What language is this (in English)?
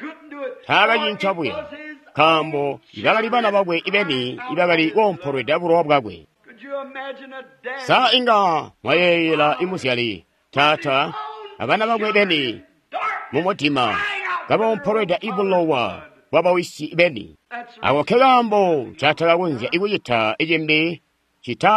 Tonga (Zambia)